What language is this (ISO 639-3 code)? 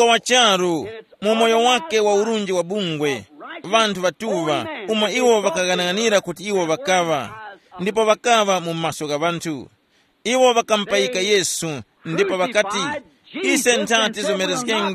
tum